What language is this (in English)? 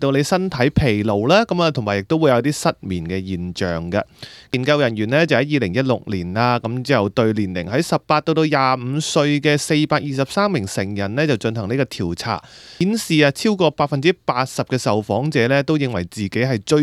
Cantonese